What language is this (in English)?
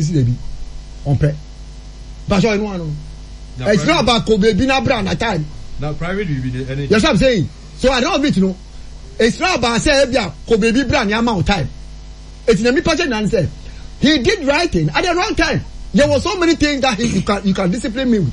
Akan